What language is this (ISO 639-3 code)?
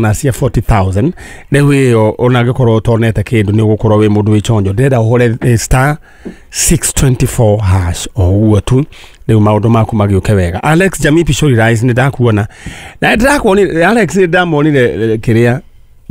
kik